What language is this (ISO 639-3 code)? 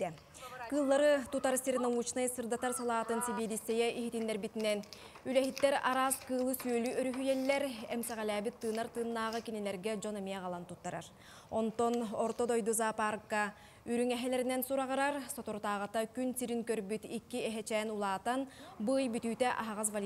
sah